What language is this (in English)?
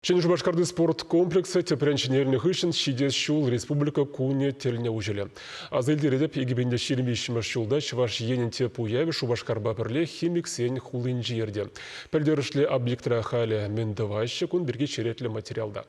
Chuvash